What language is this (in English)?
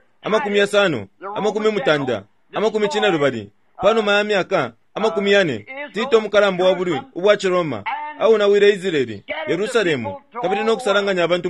Bemba